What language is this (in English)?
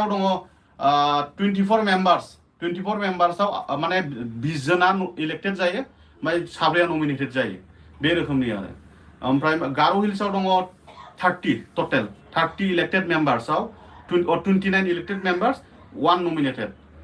Bodo